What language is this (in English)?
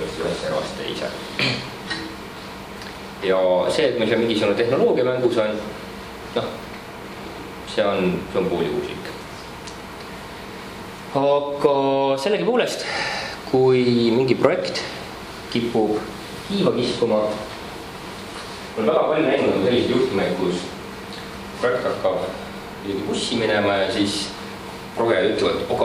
Estonian